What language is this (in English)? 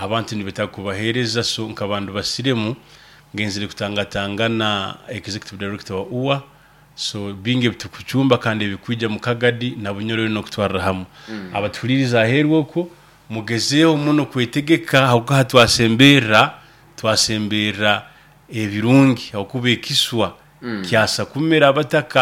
Nyoro